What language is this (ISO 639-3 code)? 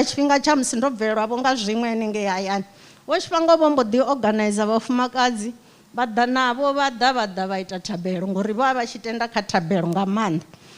ven